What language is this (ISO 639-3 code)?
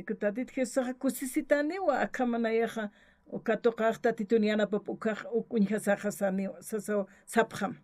aym